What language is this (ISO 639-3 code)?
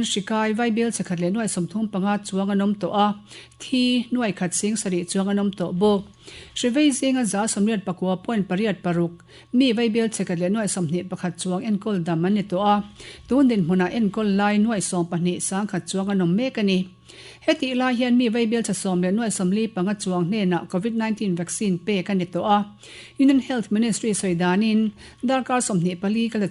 lus